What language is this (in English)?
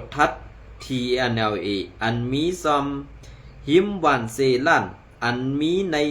Shan